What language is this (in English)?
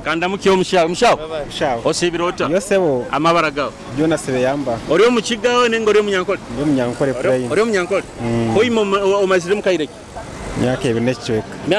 Nyoro